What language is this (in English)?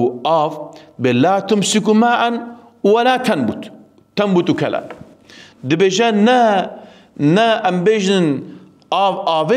Kurdish